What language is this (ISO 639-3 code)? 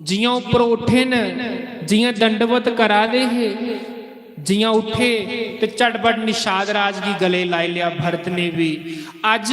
doi